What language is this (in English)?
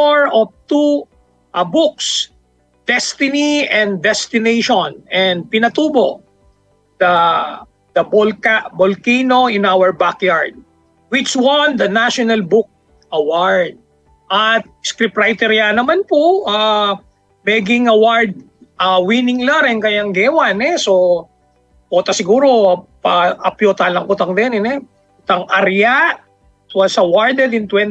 Pampanga